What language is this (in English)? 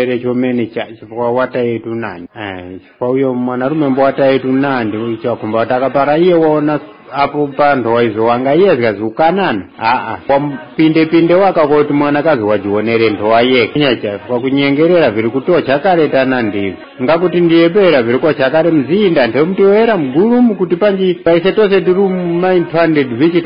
Tumbuka